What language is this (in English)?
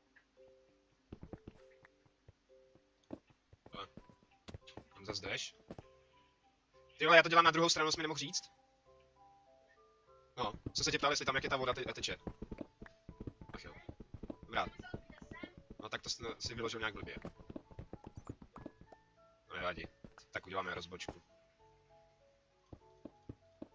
Czech